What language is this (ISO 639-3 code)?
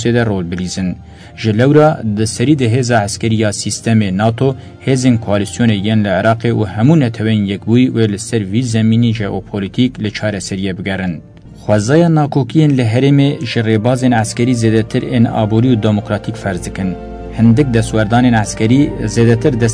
kur